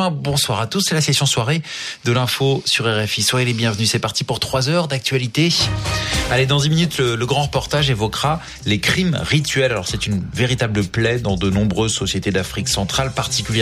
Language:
French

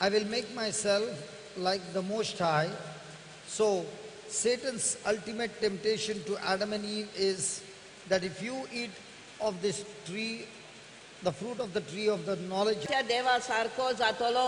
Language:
Konkani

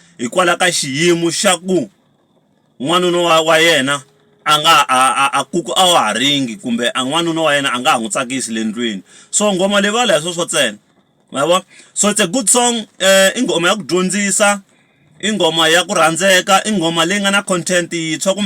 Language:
Tsonga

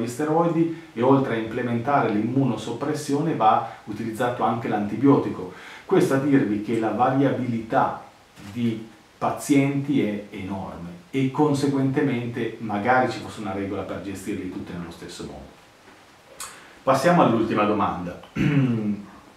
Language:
Italian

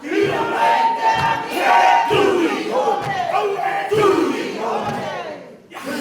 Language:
Māori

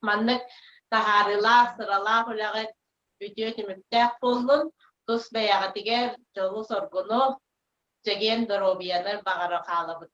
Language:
Yakut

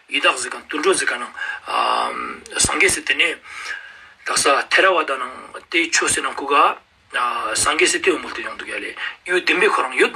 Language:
Ladakhi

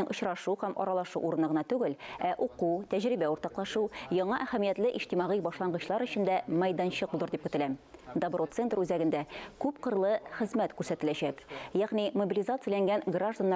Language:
Tatar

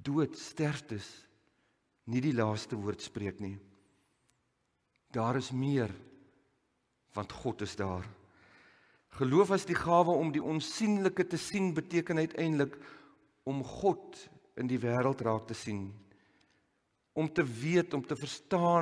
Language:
Afrikaans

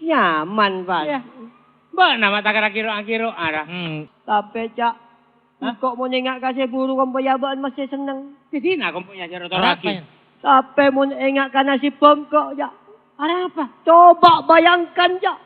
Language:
Madurese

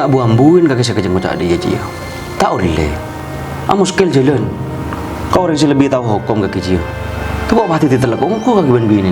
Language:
Madurese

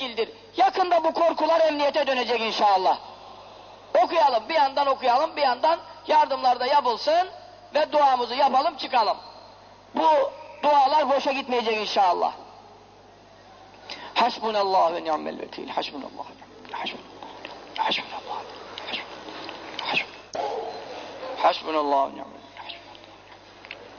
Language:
Turkish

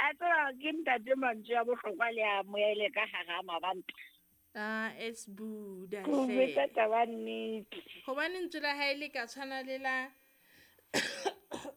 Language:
Southern Sotho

